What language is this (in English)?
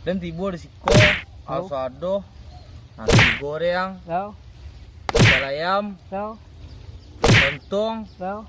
Minangkabau